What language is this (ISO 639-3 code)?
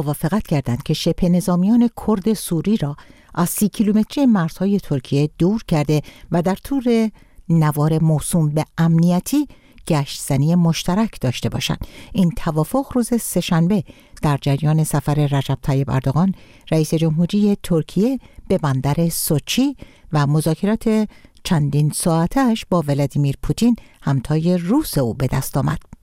fas